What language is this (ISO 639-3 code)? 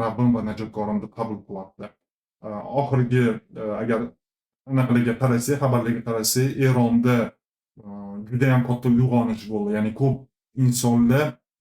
uzb